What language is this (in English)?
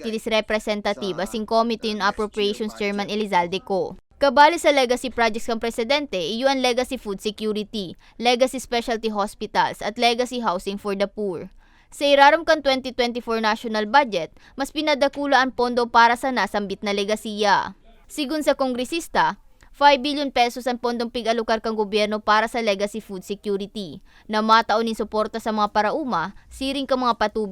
Bikol